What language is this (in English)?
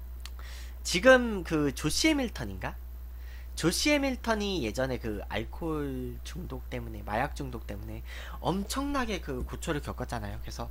Korean